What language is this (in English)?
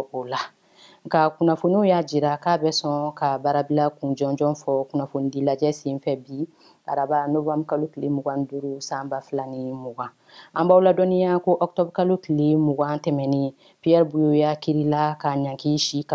Bambara